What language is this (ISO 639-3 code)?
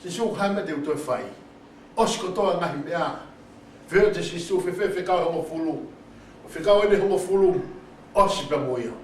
ton